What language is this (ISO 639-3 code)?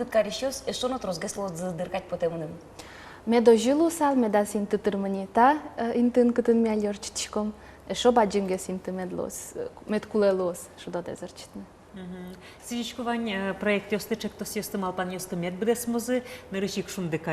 udm